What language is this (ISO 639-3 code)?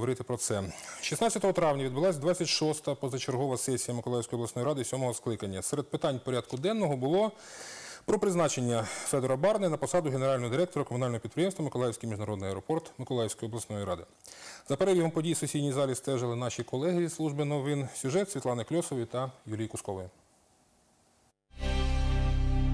ukr